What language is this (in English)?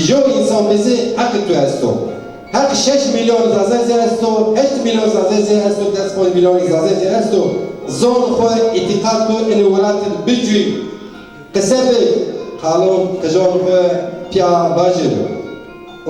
Zaza